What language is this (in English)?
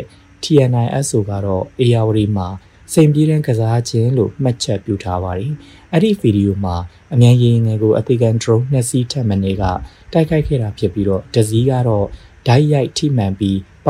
Burmese